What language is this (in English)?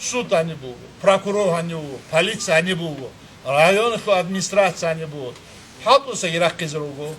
Avaric